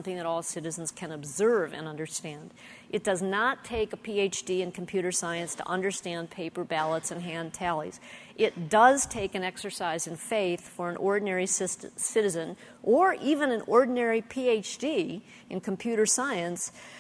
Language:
English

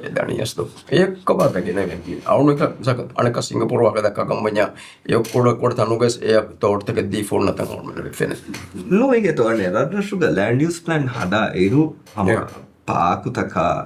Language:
Divehi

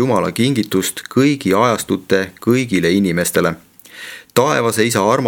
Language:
Estonian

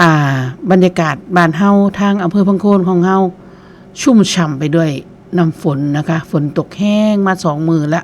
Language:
Northeastern Thai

